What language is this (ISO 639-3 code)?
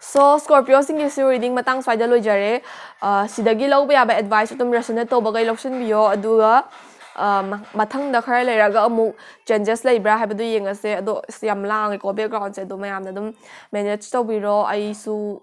mni